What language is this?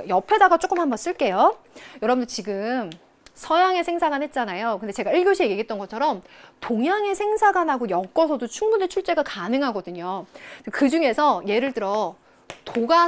Korean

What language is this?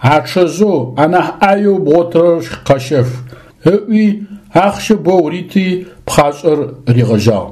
Adyghe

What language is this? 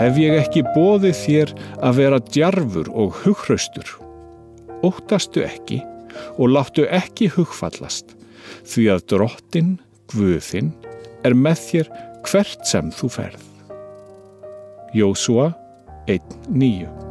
Icelandic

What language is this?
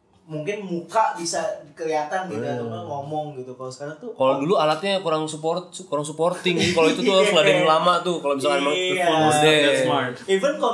Indonesian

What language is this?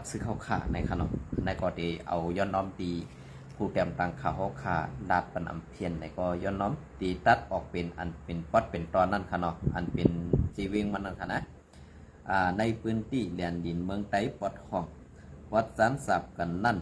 Shan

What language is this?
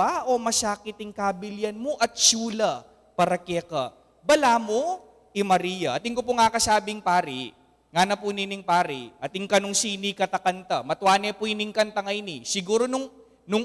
Pampanga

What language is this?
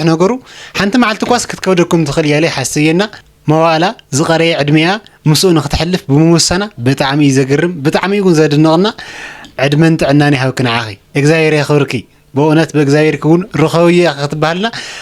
Tigrinya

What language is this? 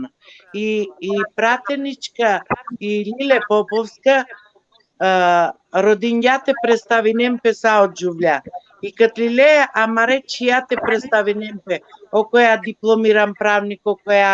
Balkan Romani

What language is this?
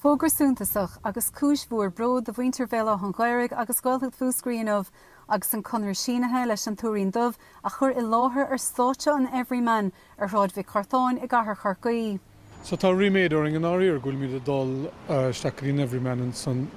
Irish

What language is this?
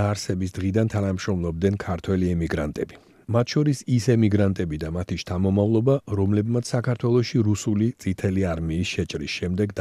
Georgian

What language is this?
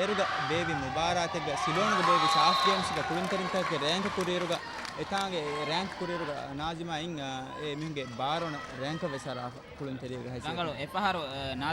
Divehi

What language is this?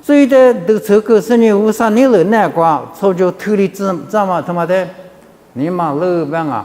Lisu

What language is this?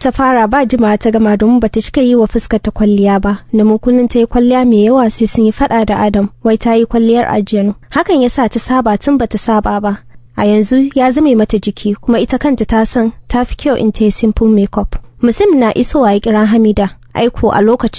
Hausa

